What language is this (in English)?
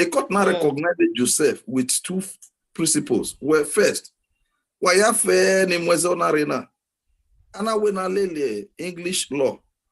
Bini